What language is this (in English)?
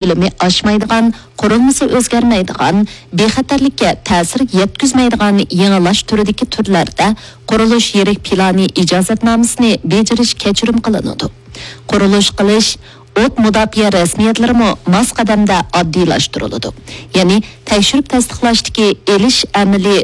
Uyghur